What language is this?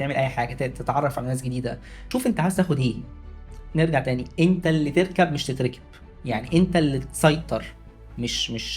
Egyptian Arabic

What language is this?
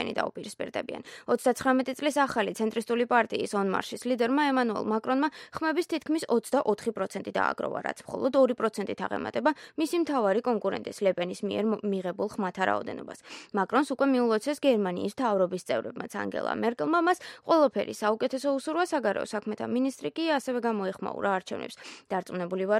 Georgian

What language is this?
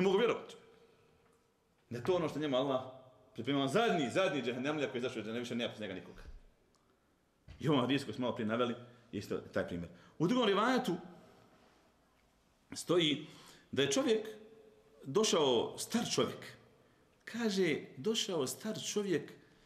Bosnian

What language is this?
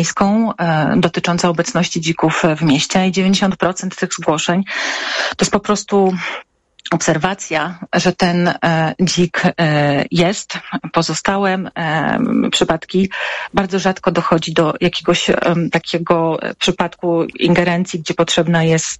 Polish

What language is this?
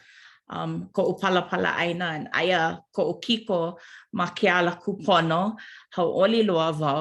Hawaiian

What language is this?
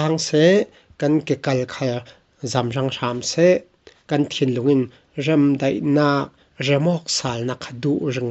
Falam Chin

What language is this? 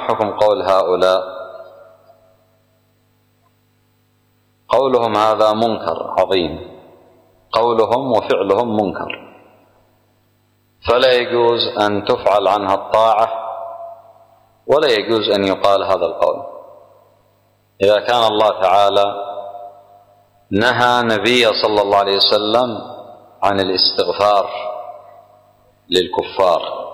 Arabic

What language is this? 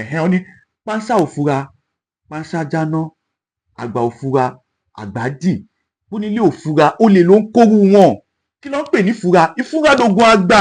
Yoruba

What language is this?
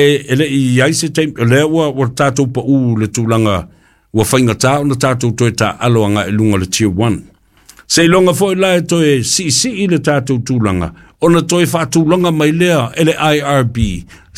Samoan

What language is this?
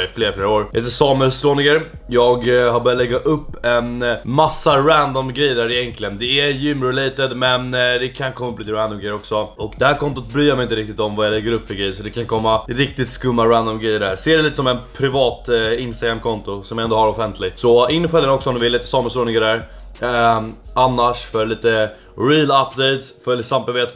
Swedish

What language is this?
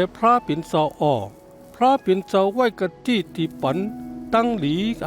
Shan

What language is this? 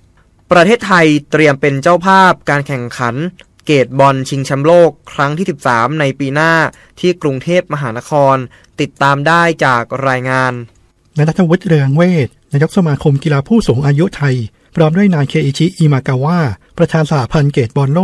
Thai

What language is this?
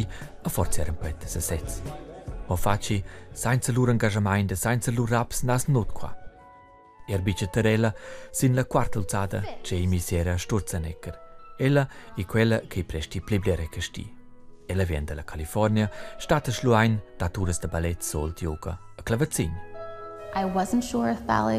Romansh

